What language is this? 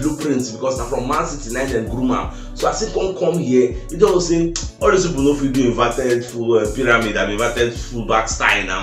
Nigerian Pidgin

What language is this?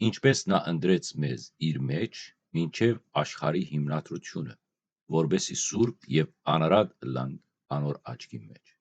Western Armenian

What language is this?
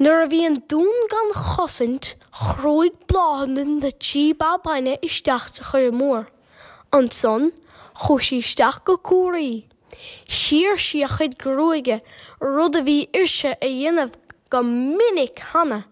Irish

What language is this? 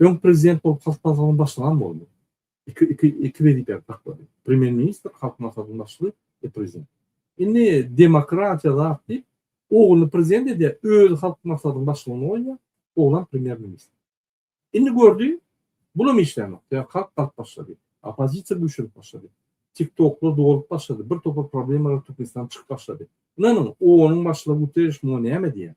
Turkmen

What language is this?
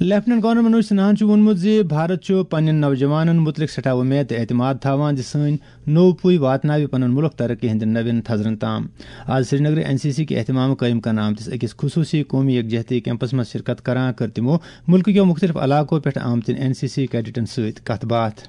Kashmiri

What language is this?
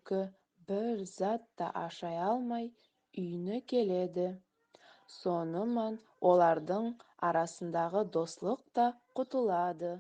Nogai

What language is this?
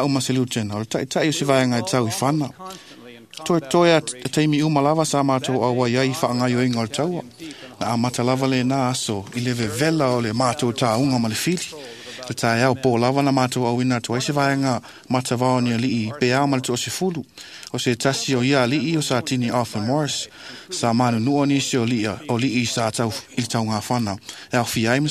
Samoan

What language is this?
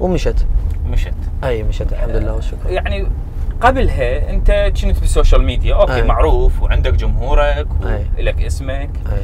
Mesopotamian Arabic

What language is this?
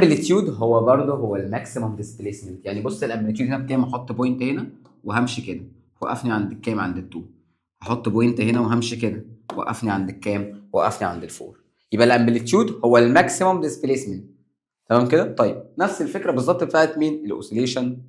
Egyptian Arabic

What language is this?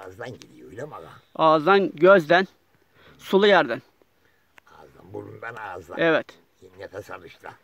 Turkish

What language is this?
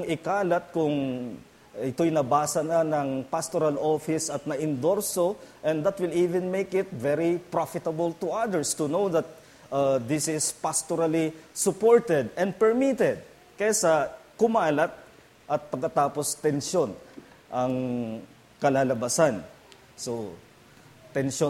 Filipino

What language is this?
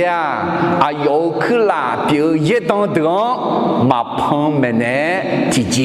Akha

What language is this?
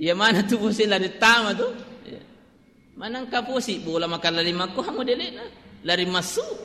Buginese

